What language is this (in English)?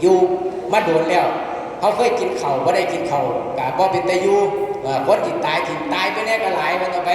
Northeastern Thai